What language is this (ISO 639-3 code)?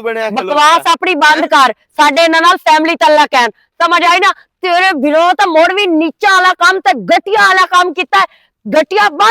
lah